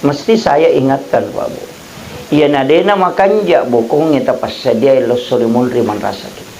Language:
Buginese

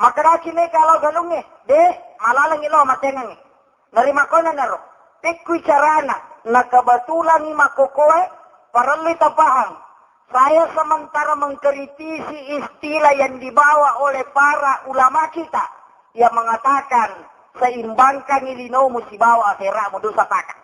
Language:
Buginese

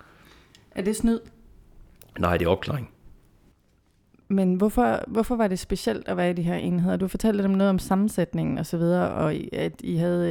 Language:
Danish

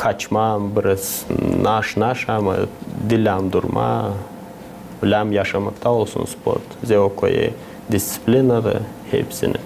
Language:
Gagauz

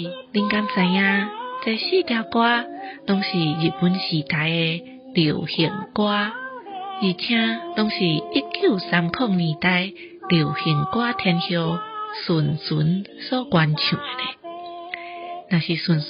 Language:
Min Nan Chinese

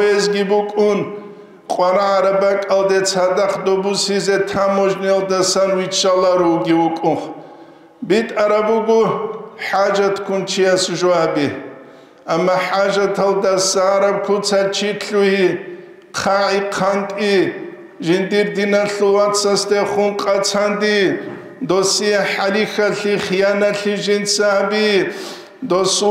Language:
Avaric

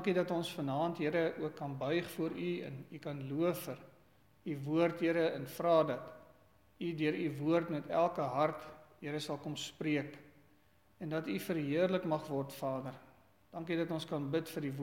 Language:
Afrikaans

